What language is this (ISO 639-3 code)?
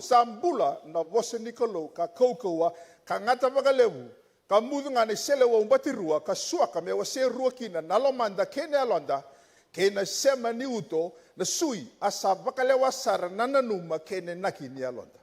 fij